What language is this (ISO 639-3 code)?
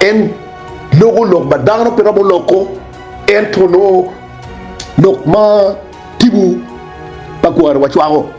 ach